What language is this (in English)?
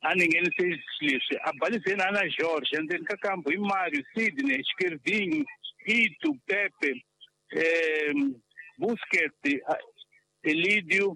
Tsonga